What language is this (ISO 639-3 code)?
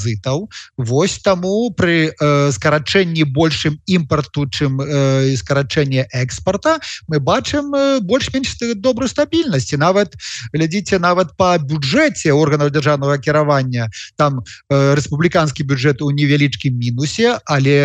bel